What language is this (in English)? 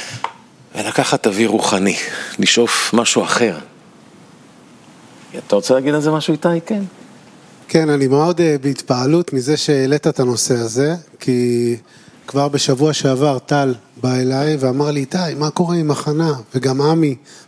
Hebrew